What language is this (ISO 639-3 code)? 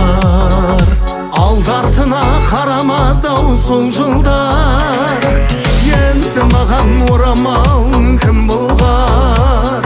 kaz